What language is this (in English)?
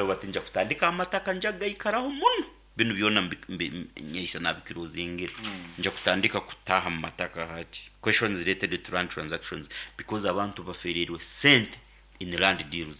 Nyankole